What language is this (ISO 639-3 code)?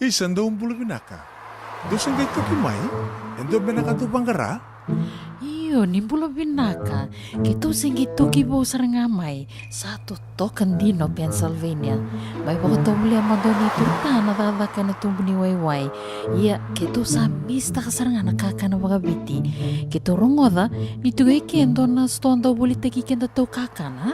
fij